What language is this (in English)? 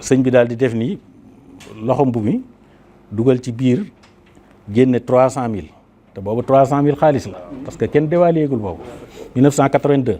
Wolof